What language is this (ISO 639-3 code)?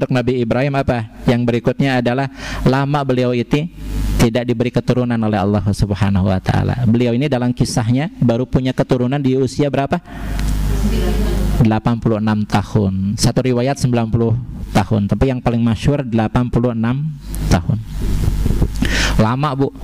ind